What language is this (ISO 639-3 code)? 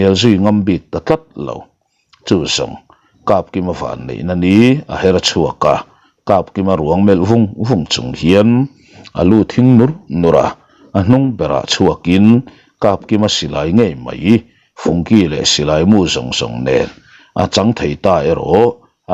lus